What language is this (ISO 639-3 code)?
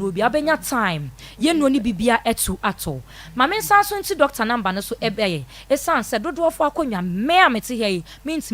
aka